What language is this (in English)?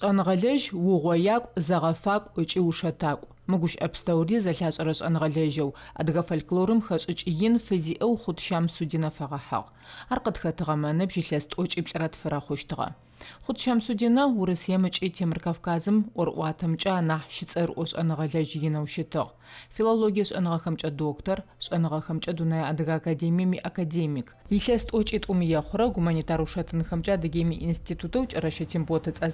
Adyghe